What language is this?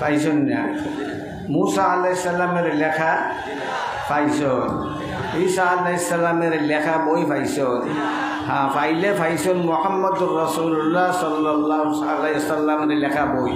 Sylheti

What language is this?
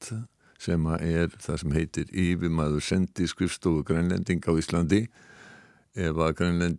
Icelandic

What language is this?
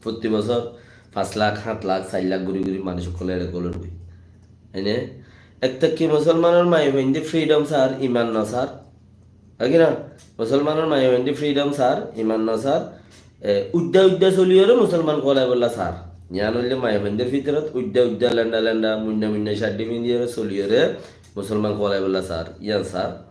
Rohingya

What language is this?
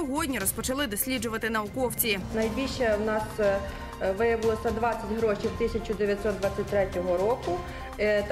Ukrainian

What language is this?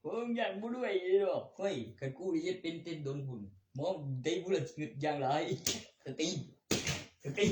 Northeastern Thai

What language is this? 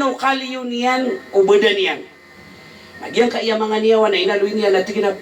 Maranao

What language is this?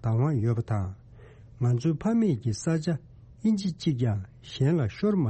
Tibetan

